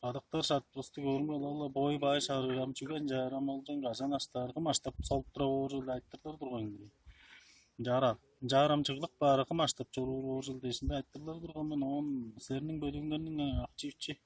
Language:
Tuvinian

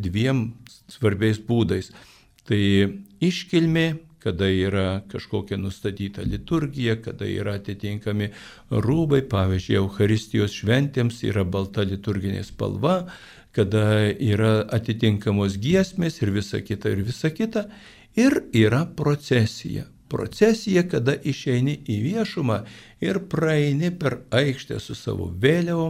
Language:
Lithuanian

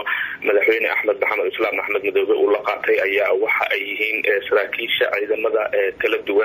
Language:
Somali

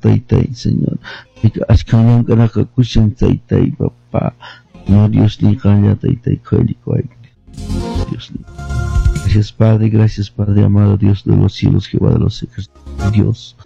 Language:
Quechua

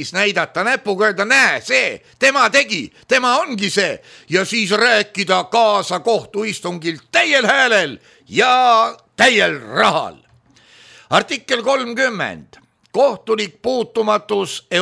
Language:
Estonian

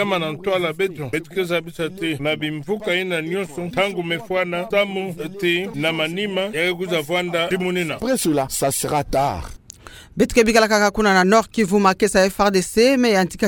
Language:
Kituba (Democratic Republic of Congo)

